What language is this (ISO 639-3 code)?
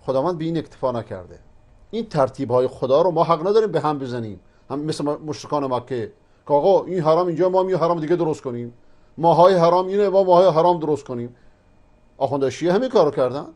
fas